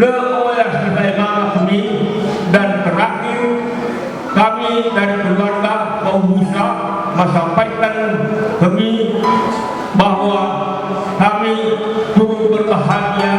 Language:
Nias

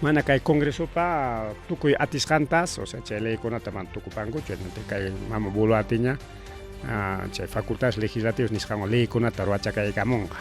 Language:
Ayacucho Quechua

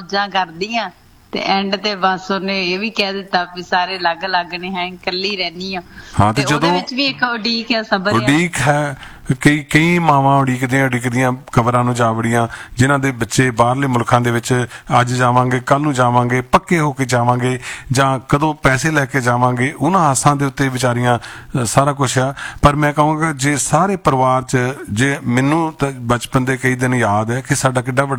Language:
Punjabi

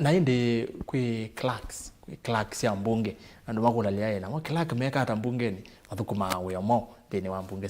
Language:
Kamba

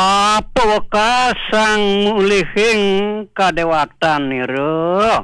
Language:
Balinese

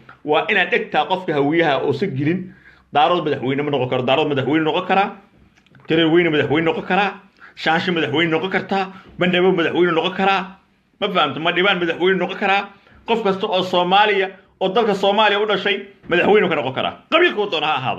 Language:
Somali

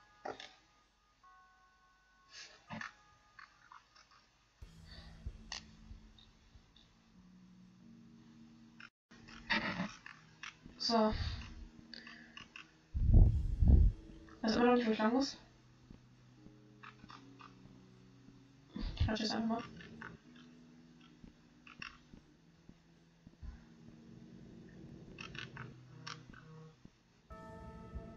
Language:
German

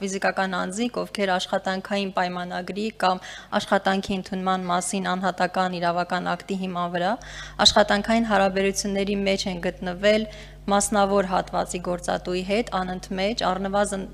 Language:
Armenian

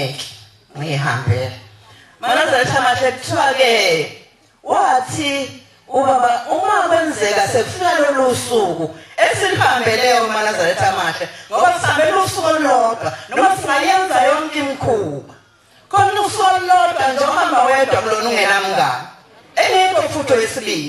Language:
Zulu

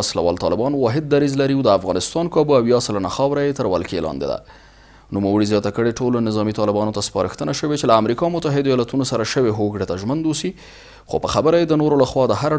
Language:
Pashto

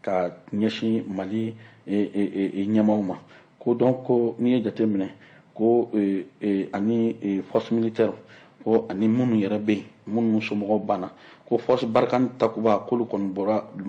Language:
Bambara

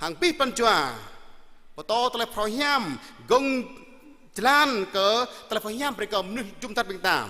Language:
Jarai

